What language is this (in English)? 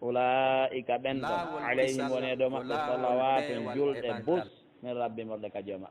Fula